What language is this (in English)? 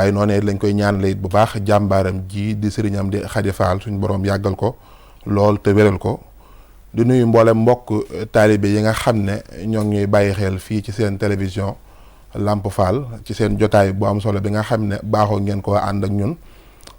Wolof